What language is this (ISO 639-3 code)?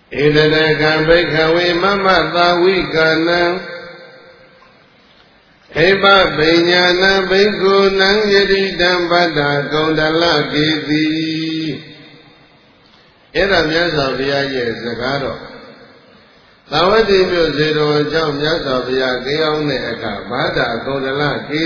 mya